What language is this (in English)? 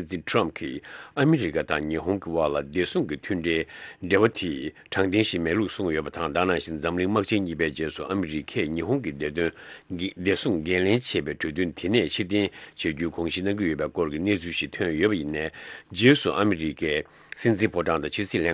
Tibetan